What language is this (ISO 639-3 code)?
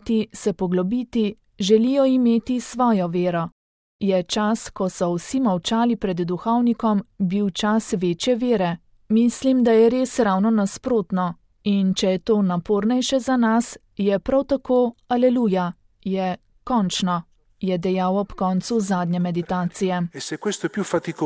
slv